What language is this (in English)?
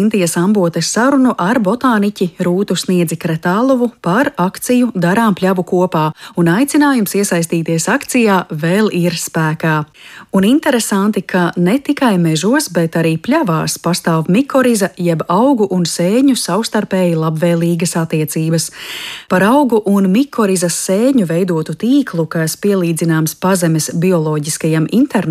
Latvian